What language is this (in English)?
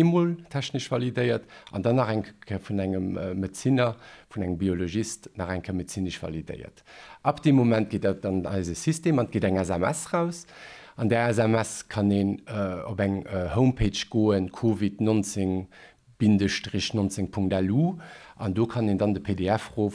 Luxembourgish